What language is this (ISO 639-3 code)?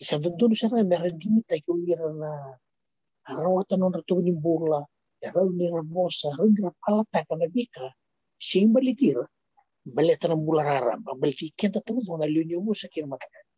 fij